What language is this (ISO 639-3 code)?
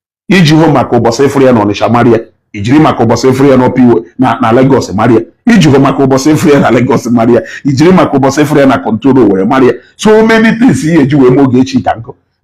ibo